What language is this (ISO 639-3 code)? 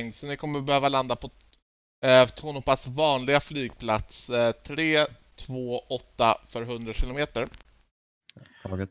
swe